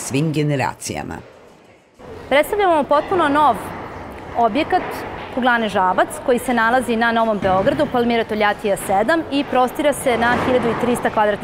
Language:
Serbian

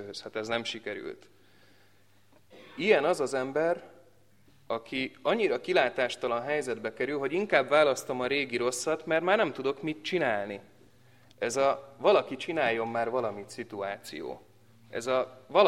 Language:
Hungarian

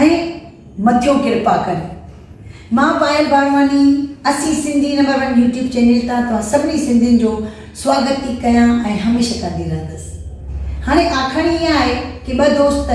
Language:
Sindhi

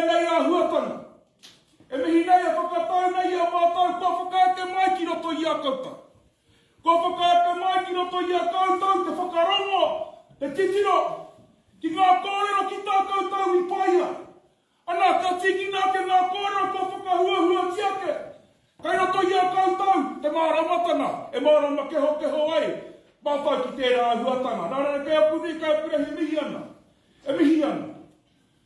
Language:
Māori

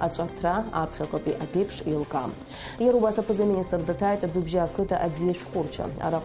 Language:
Abkhazian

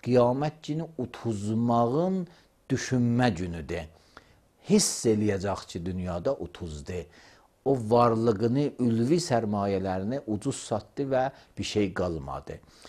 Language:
Azerbaijani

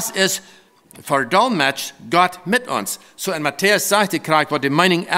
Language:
Plautdietsch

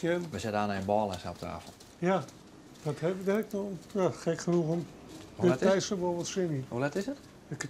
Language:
Western Frisian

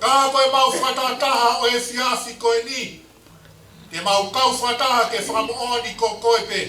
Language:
Tongan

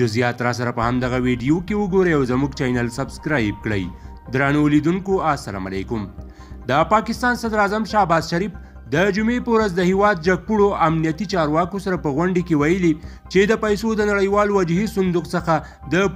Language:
Pashto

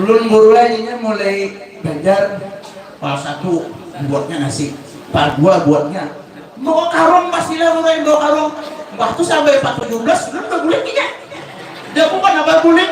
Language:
Banjar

